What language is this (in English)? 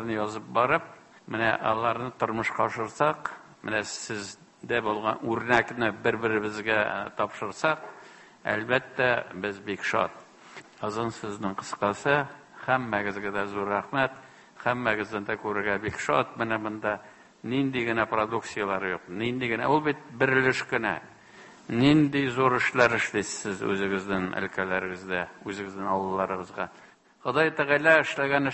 Tatar